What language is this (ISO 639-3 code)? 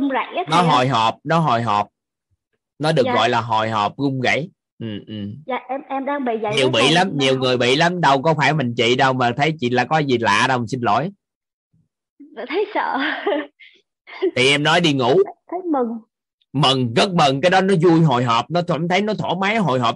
vie